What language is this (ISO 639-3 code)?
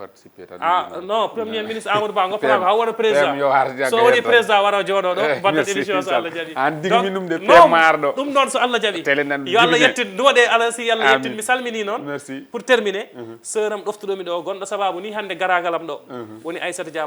ful